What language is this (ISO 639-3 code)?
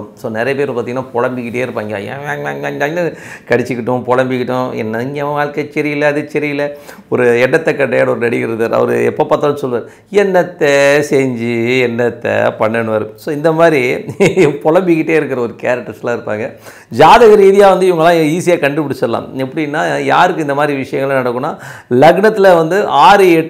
tam